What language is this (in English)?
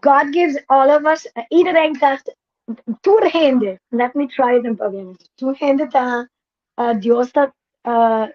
Papiamento